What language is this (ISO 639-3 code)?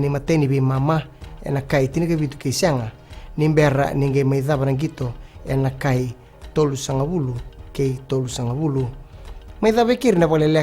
fij